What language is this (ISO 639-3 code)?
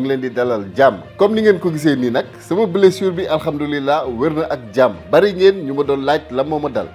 wol